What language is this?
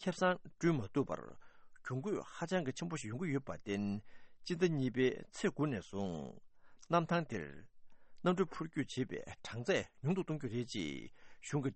Tibetan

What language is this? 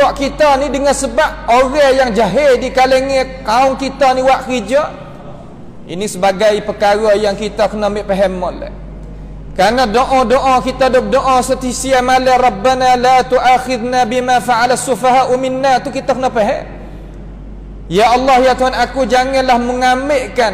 Malay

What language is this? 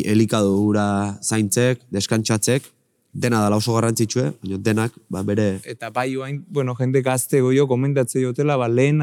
Basque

